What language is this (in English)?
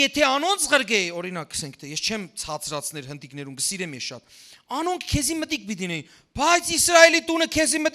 Western Armenian